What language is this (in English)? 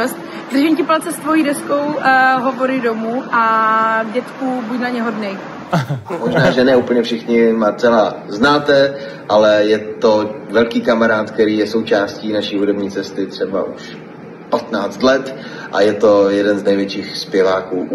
Czech